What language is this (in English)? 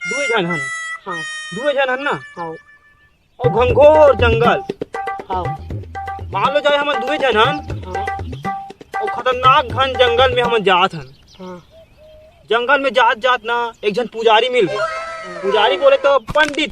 Chhattisgarhi